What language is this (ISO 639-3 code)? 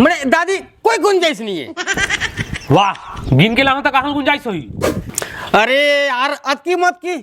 hne